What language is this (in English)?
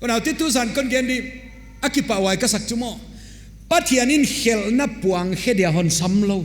Paite Chin